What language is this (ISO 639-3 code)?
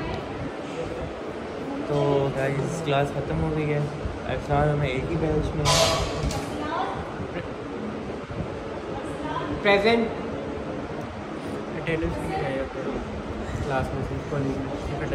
hin